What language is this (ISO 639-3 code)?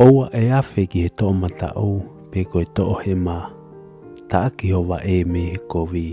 ton